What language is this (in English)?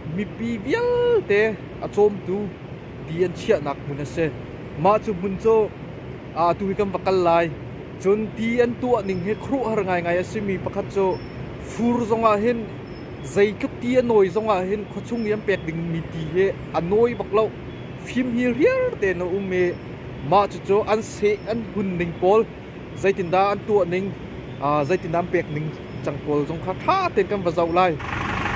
Hakha Chin